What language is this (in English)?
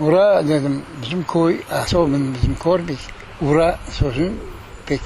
Crimean Tatar